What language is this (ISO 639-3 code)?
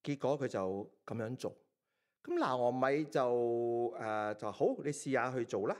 yue